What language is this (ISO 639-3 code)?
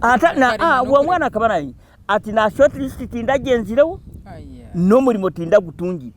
nyn